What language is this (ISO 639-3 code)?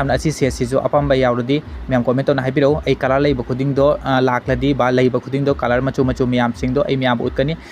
mni